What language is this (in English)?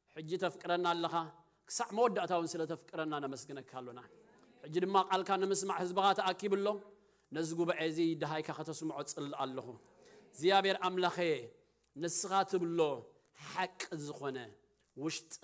Tigrinya